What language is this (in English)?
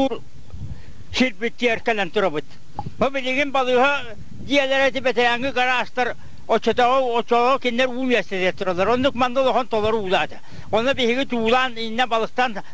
Yakut